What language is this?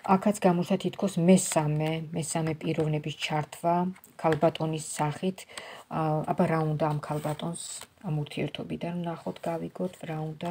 Georgian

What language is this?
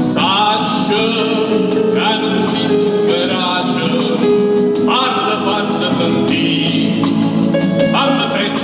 Neapolitan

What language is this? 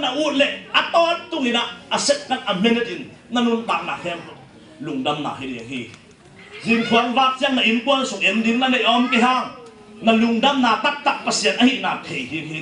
Tedim Chin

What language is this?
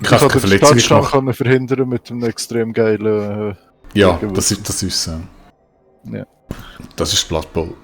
Swiss German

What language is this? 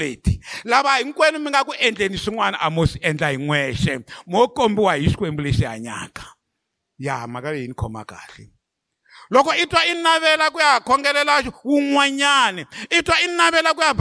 Tsonga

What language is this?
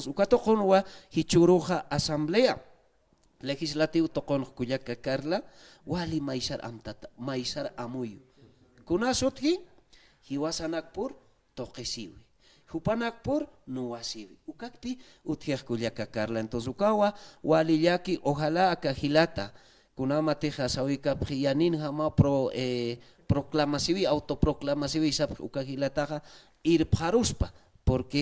Aymara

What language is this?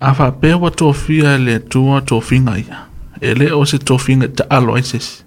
Samoan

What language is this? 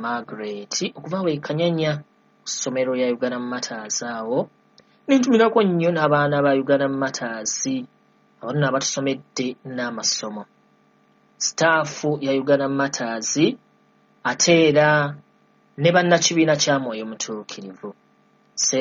Ganda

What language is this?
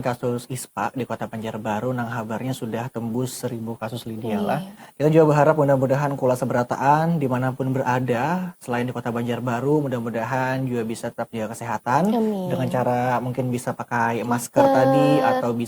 Banjar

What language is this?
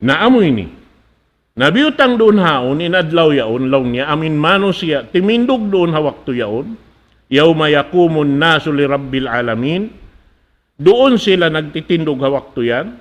Tausug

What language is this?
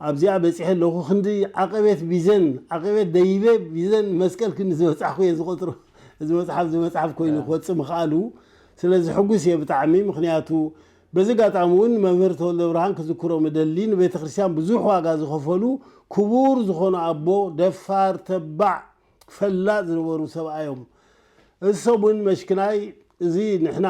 Tigrinya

